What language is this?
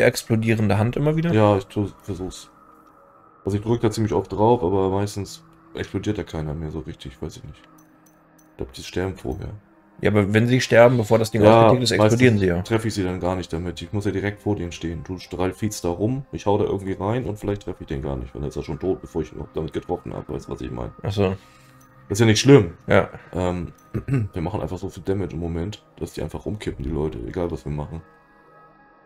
German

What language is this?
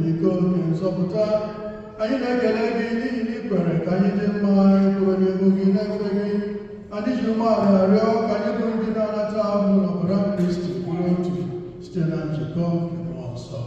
Igbo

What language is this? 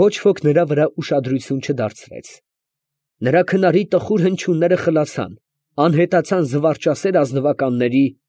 Armenian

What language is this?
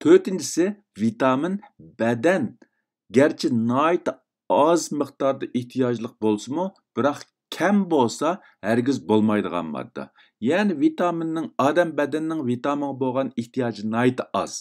Uyghur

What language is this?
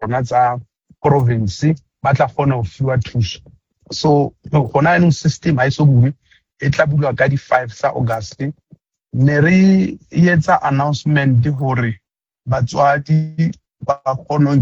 Southern Sotho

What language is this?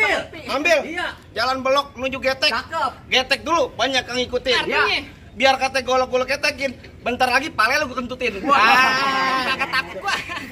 Betawi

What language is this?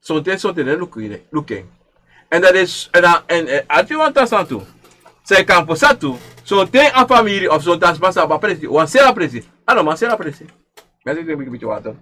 Sranan Tongo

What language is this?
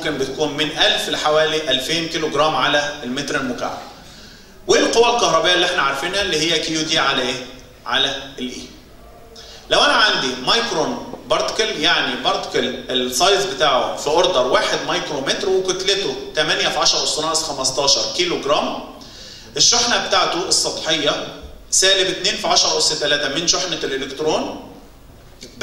Egyptian Arabic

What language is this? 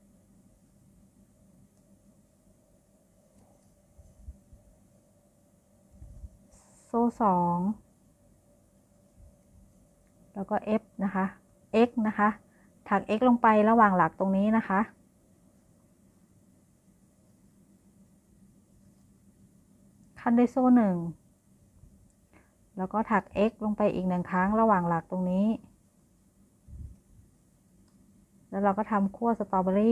Thai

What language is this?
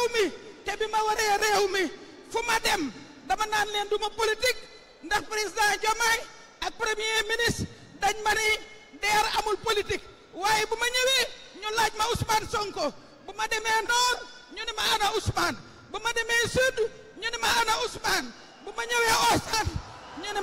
Wolof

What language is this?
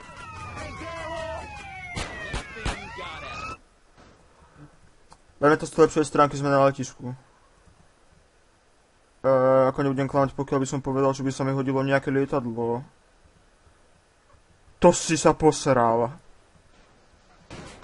Slovak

